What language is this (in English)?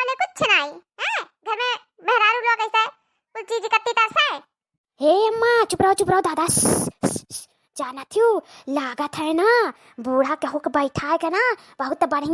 Awadhi